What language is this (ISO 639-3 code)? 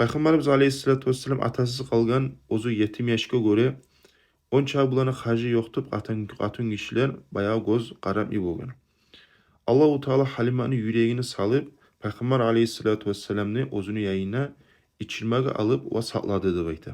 kum